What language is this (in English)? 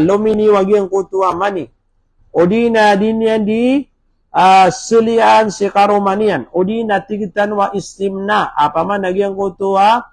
Maranao